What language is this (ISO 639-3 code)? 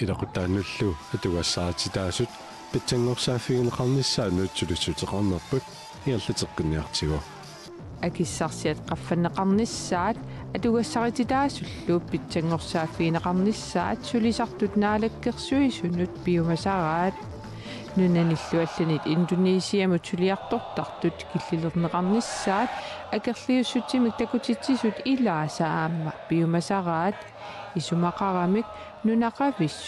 kal